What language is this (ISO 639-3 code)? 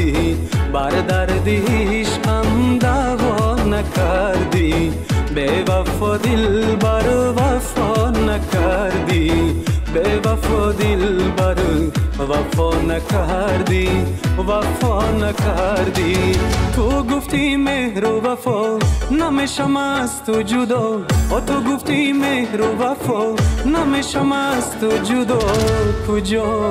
tgk